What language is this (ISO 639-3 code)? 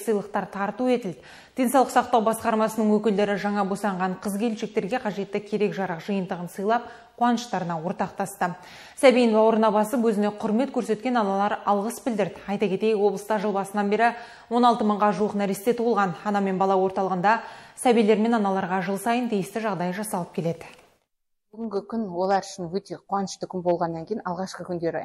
kaz